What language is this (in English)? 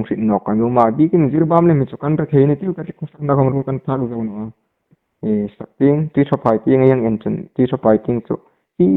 Hmar